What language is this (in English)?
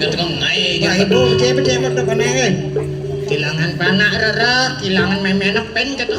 Balinese